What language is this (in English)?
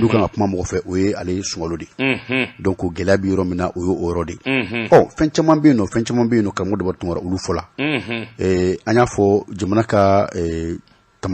Bambara